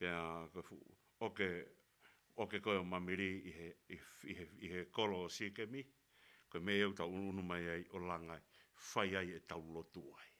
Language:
Tongan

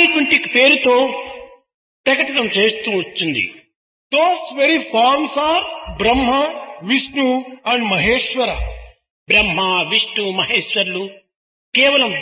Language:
Telugu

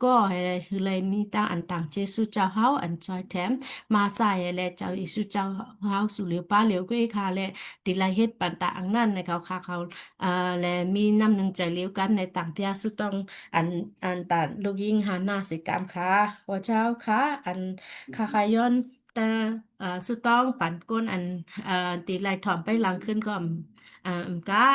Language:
Shan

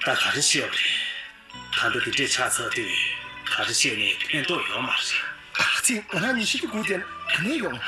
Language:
Tibetan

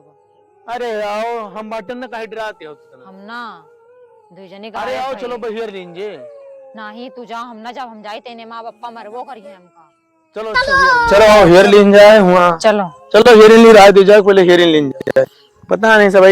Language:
Awadhi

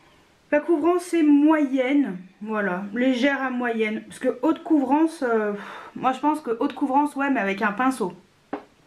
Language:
French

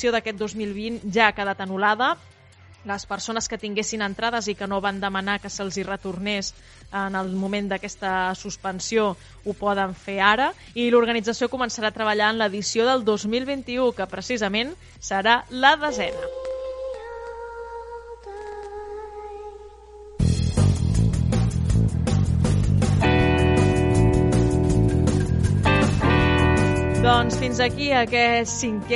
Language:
Catalan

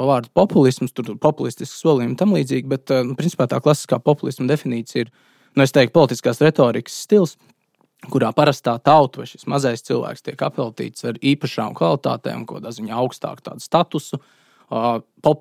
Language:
Latvian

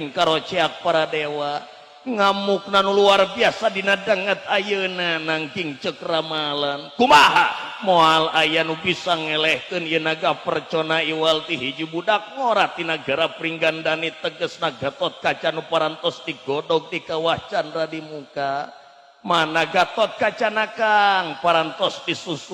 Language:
Sundanese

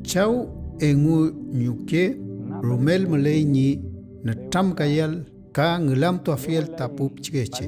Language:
Mapuche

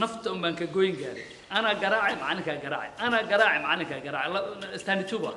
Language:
Somali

